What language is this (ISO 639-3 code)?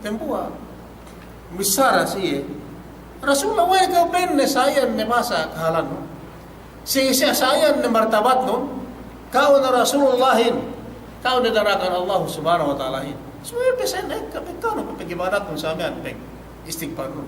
yka